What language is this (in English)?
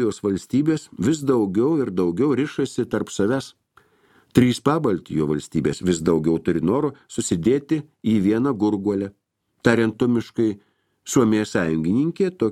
Lithuanian